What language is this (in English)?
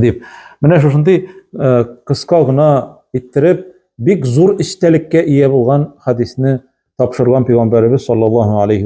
Tatar